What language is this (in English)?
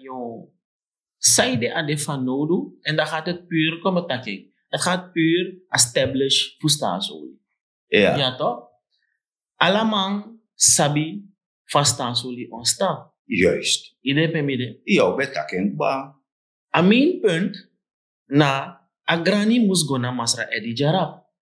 Sranan Tongo